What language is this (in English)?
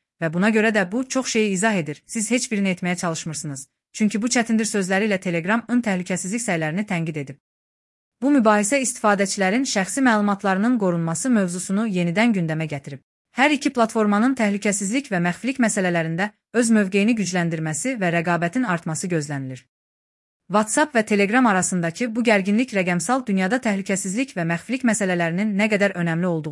Azerbaijani